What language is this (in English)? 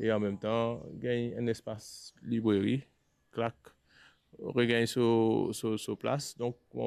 Morisyen